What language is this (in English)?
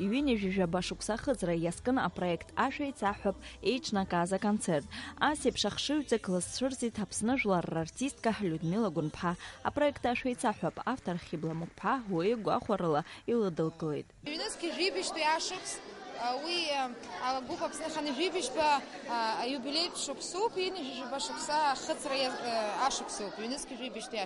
Abkhazian